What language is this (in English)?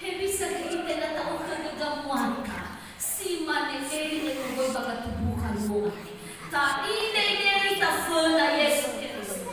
Nias